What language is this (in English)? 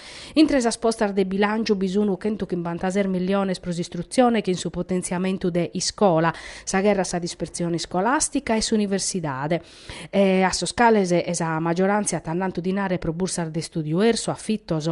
Sardinian